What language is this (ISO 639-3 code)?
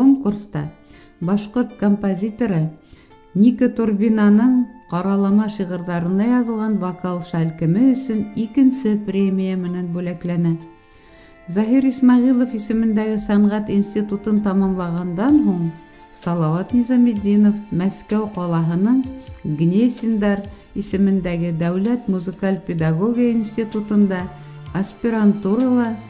bak